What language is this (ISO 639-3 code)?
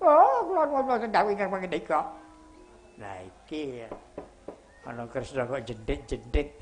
jav